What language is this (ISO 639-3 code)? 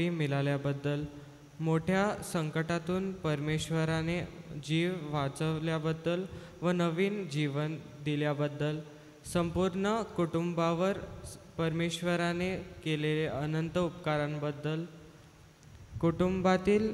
mar